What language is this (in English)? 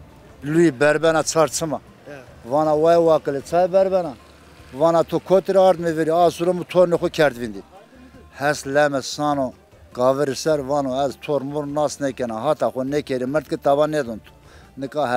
Zaza